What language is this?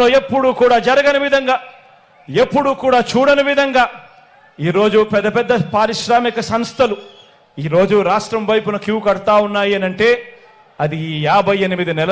Telugu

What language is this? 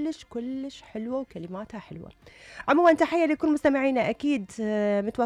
Mesopotamian Arabic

